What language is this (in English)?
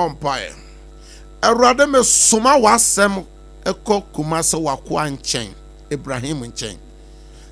Akan